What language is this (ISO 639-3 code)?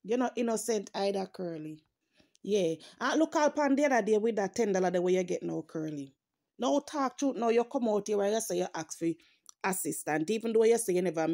jam